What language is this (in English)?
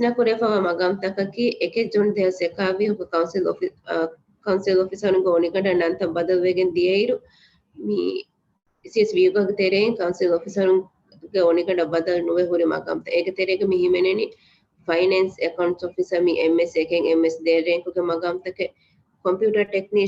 Divehi